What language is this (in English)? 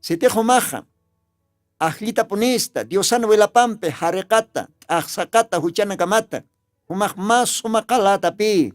Aymara